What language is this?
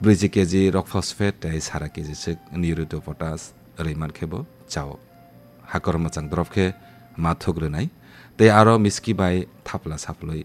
Kok Borok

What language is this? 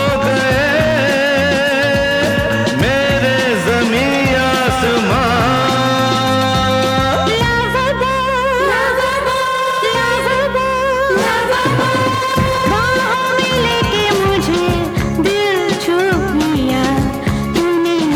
Hindi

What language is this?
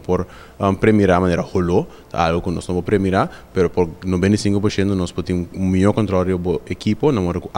Papiamento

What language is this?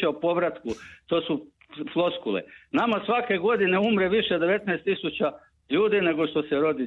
Croatian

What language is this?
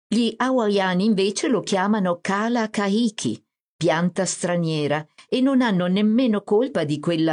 Italian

